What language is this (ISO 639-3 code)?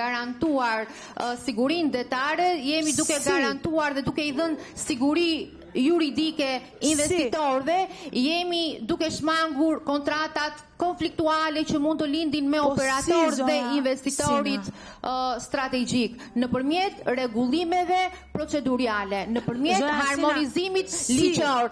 sqi